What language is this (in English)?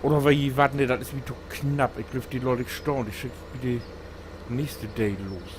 Low German